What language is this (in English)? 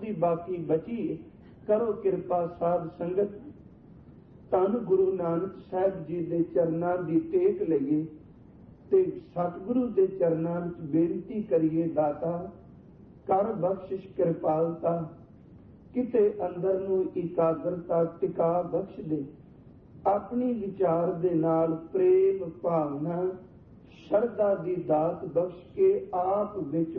Punjabi